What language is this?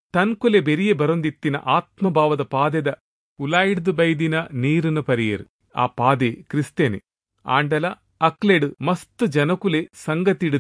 Tulu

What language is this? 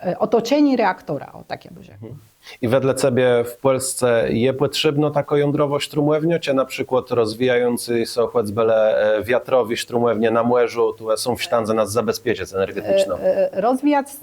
Kashubian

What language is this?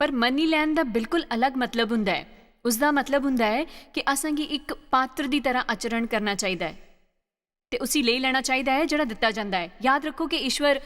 Dogri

